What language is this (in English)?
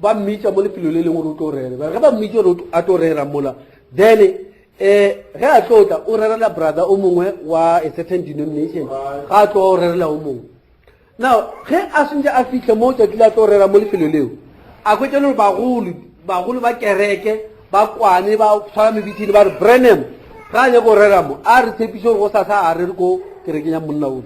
Northern Sotho